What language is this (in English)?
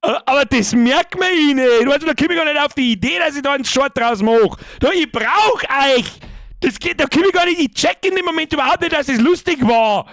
Bavarian